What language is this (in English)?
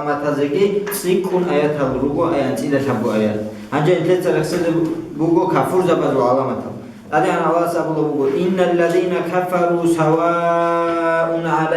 Avaric